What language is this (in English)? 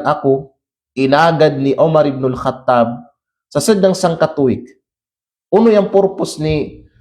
Kalagan